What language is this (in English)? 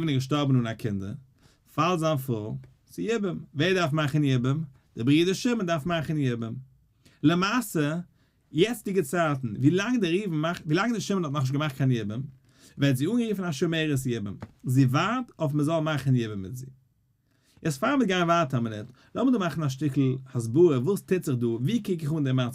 Yiddish